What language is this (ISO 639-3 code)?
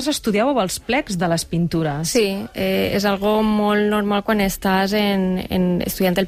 cat